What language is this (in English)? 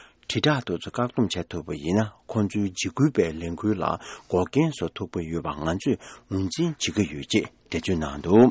Tibetan